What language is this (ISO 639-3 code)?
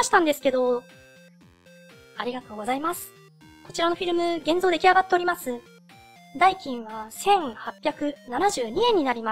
jpn